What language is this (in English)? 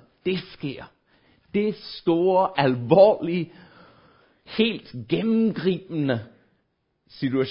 Danish